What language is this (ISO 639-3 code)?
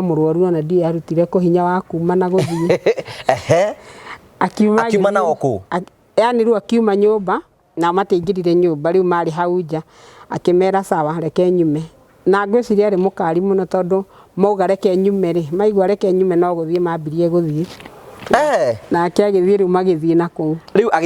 kik